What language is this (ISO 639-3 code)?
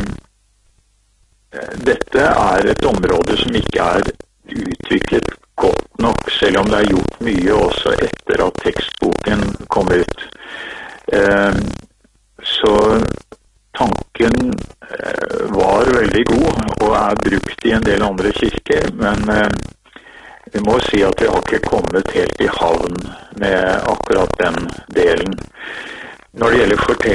nor